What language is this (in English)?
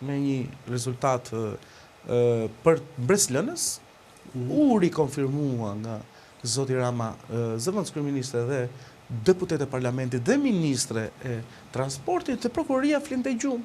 Albanian